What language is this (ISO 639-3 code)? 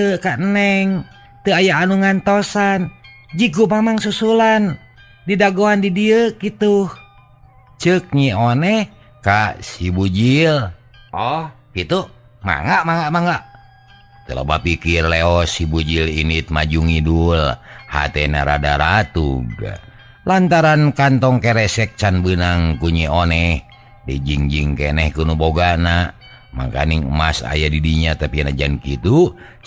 sun